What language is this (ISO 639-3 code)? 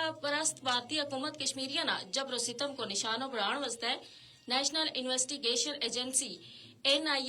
gju